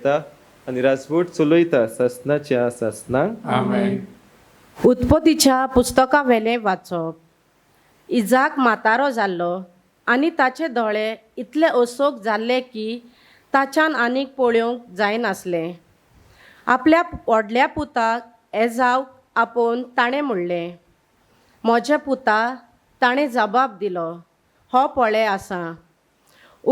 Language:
Konkani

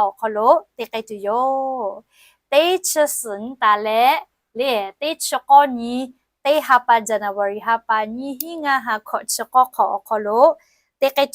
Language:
Lahu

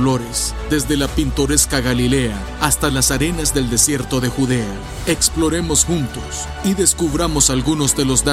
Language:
Spanish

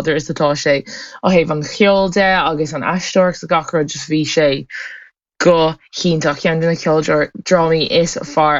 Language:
Irish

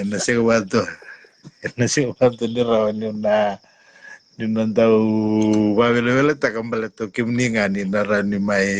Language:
Fijian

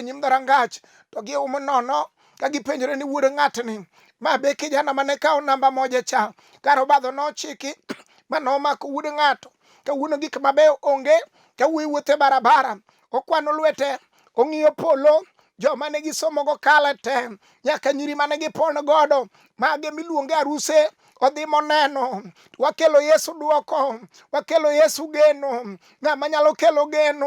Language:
Luo (Kenya and Tanzania)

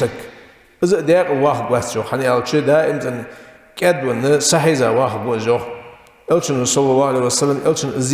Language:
Ingush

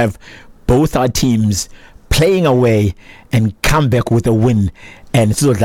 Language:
Xhosa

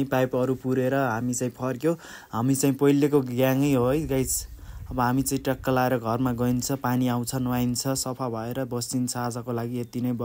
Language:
Nepali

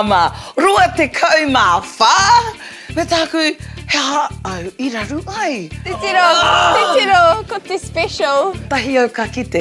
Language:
Māori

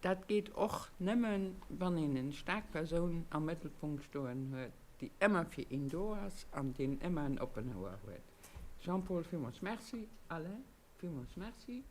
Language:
Luxembourgish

